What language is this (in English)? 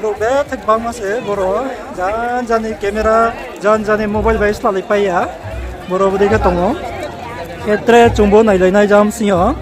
Riang (India)